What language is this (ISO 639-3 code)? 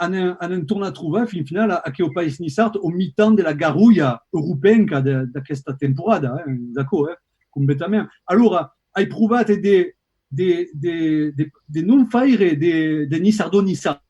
oci